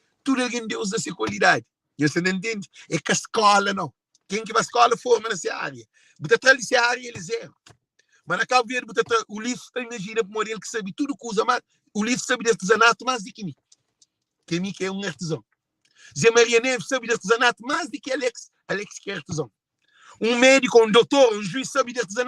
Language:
Kabuverdianu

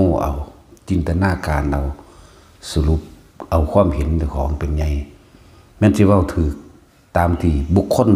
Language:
Northeastern Thai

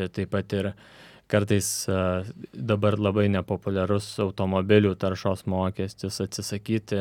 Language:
Lithuanian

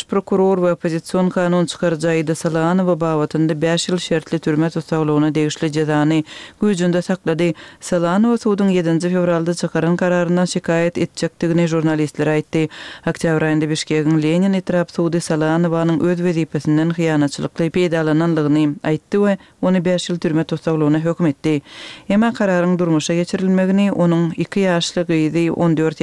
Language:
Turkmen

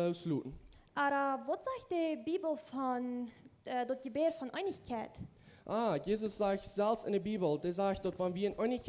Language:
Plautdietsch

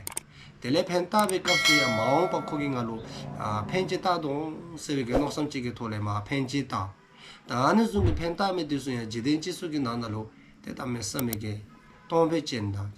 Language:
Dzongkha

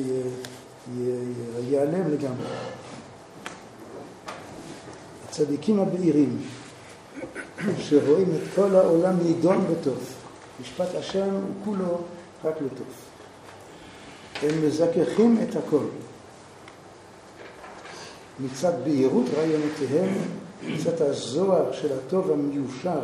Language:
Hebrew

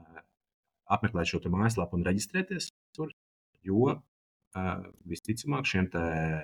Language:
Latvian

